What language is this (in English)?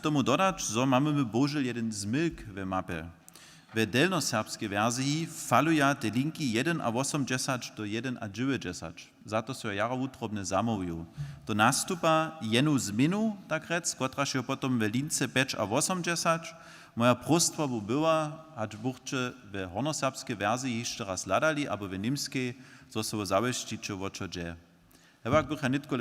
Upper Sorbian